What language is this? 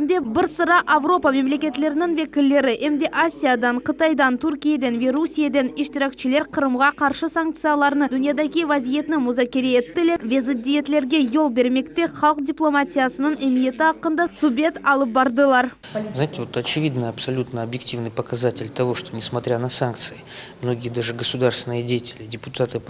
Crimean Tatar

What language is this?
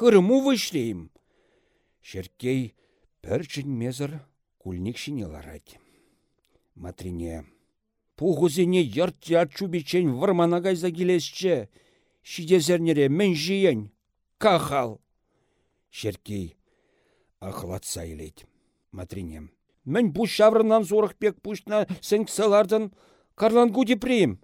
Chuvash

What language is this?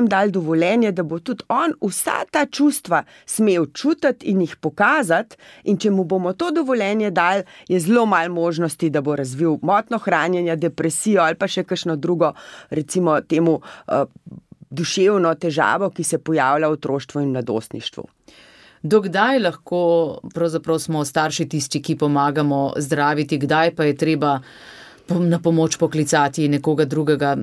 Slovenian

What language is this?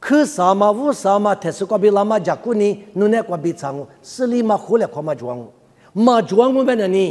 Lisu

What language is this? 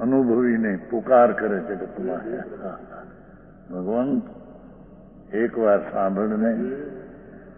Gujarati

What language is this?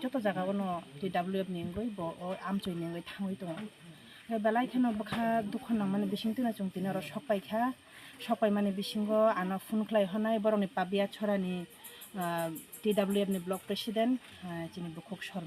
Riang (India)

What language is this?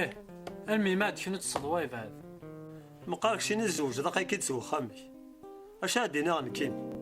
Kabyle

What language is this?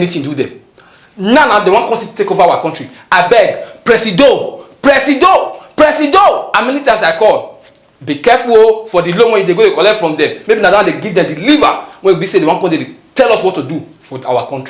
Nigerian Pidgin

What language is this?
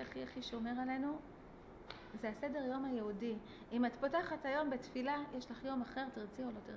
Hebrew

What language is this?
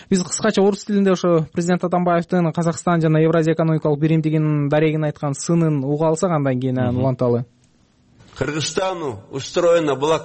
Kyrgyz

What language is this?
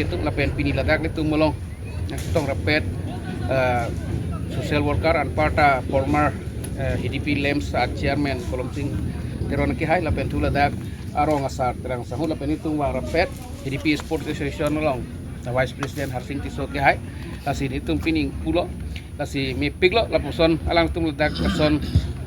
Karbi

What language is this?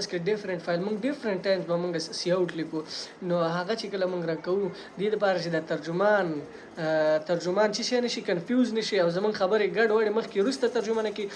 Pashto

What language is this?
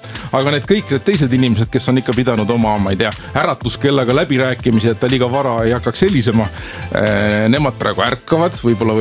Estonian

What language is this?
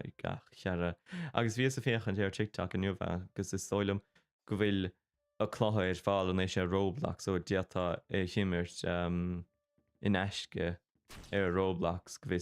Irish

